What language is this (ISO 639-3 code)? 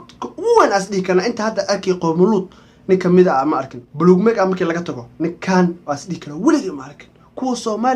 som